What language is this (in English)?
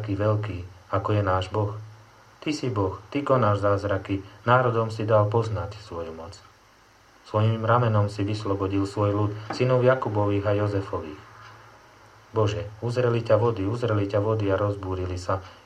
Slovak